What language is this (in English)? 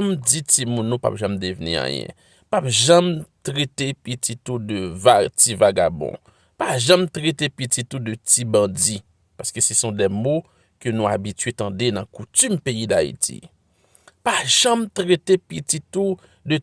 Haitian Creole